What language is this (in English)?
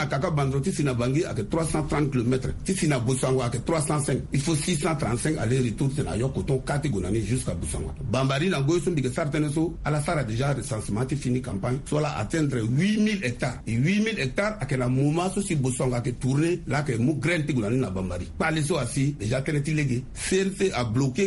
Sango